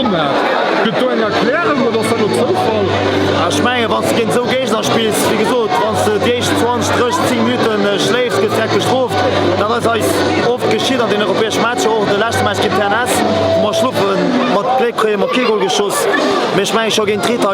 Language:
Luxembourgish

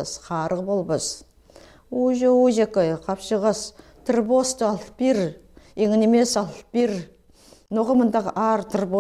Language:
Khakas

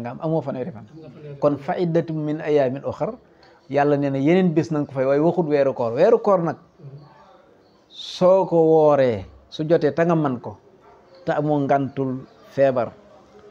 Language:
Wolof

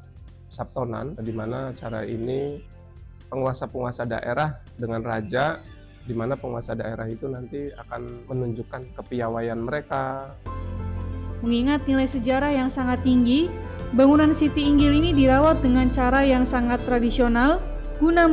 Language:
Indonesian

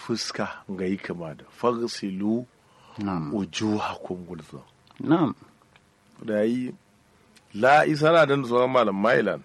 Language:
Kanuri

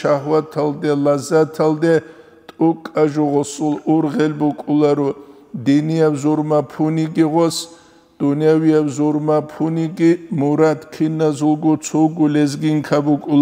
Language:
Avaric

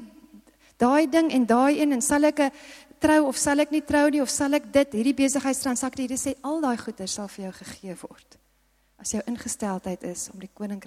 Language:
Afrikaans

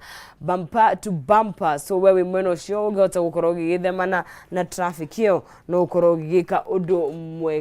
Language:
Kikuyu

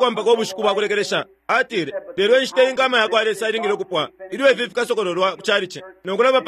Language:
Bemba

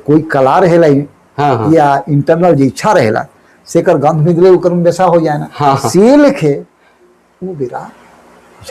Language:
Sadri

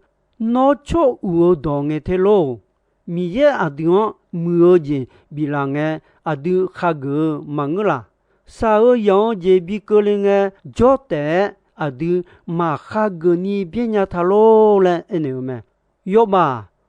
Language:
Akha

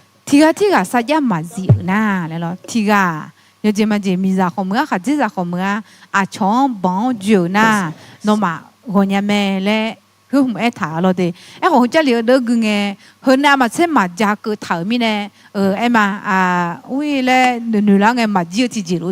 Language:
Akha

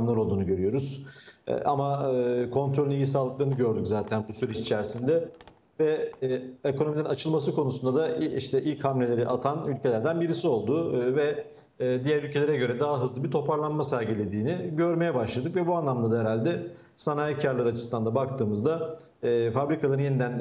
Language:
Turkish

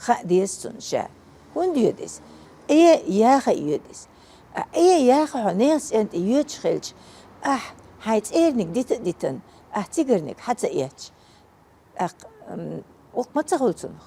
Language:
Chechen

